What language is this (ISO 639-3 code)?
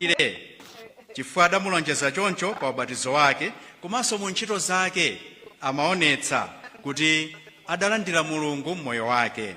nya